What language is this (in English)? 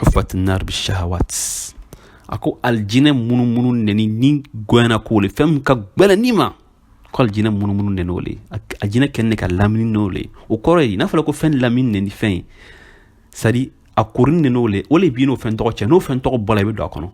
Bambara